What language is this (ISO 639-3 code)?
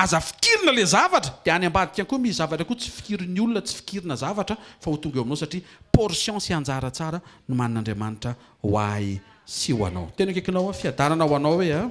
mlg